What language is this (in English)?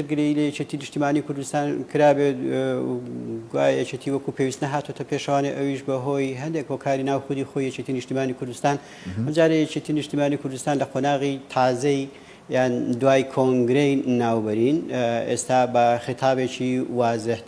Central Kurdish